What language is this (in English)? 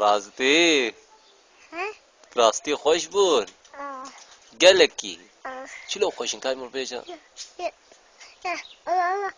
Kurdish